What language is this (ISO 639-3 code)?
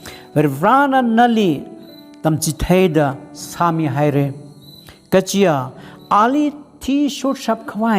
nmf